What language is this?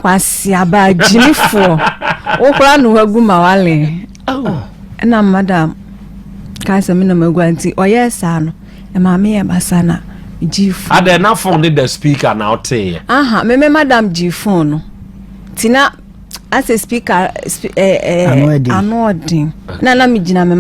Akan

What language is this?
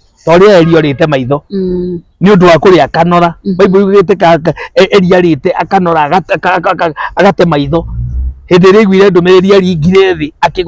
Kikuyu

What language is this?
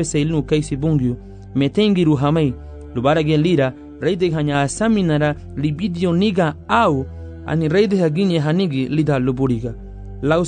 Garifuna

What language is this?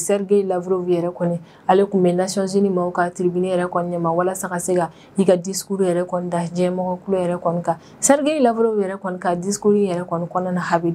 Bambara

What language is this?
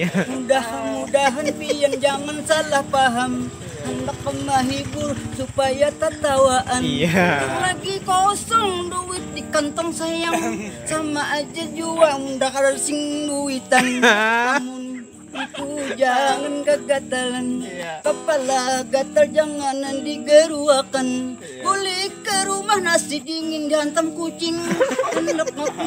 Banjar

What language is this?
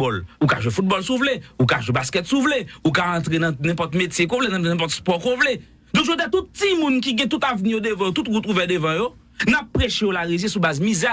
Haitian Creole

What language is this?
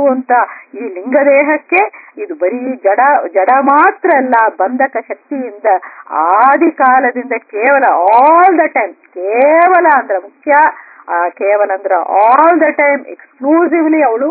Kannada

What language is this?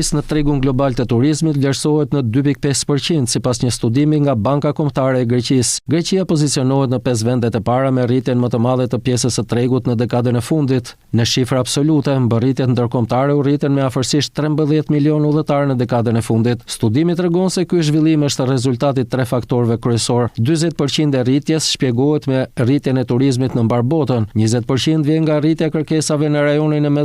Albanian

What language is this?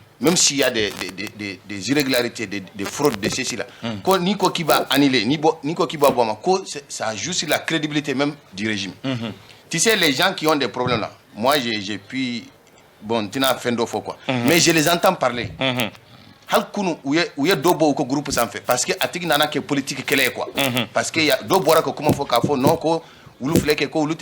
Bambara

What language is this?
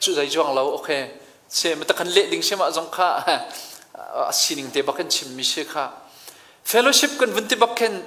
Hakha Chin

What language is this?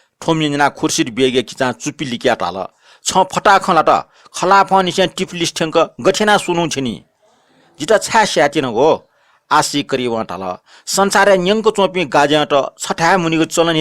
Newari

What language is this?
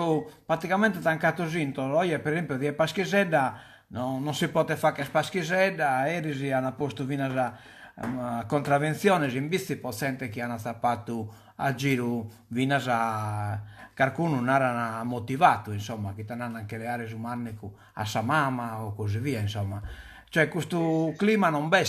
Sardinian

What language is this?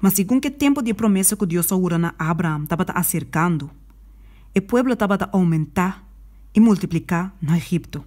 Papiamento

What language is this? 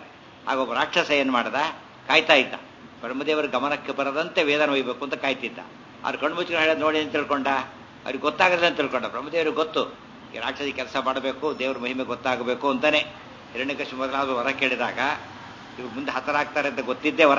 Kannada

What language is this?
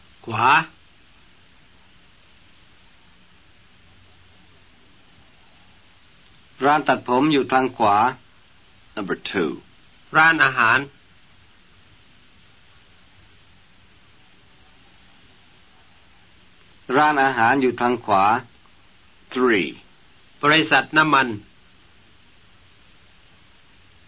Thai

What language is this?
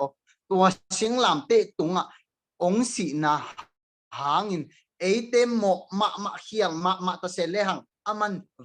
Tedim Chin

